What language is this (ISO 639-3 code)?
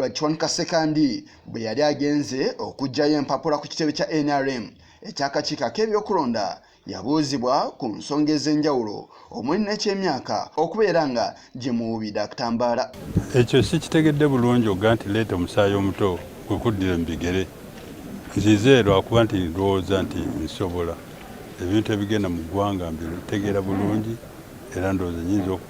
lug